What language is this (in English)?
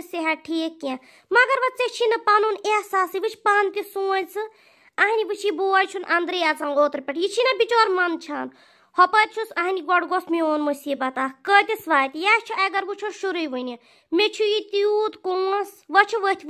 Kashmiri